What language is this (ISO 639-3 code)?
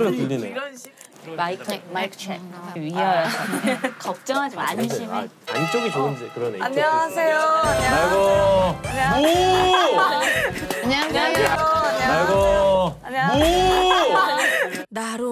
kor